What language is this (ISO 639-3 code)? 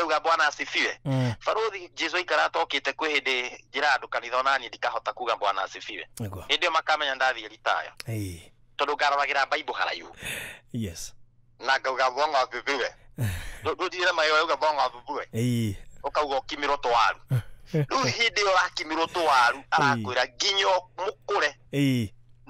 kik